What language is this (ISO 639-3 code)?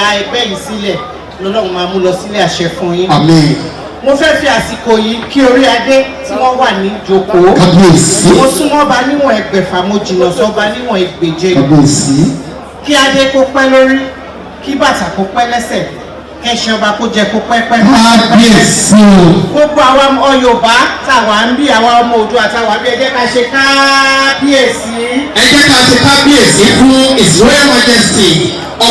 yor